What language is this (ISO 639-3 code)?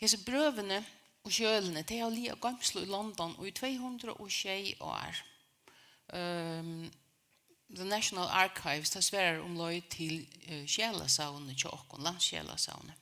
fao